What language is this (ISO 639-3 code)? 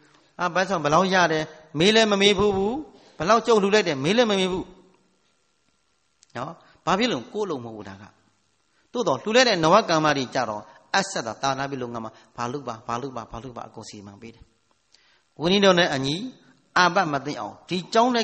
mya